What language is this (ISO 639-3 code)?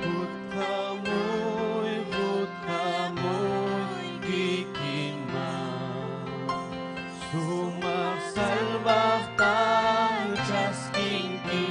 quy